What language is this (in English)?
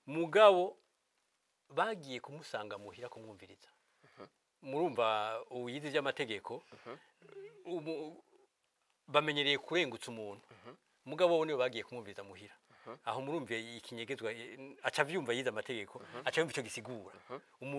Rundi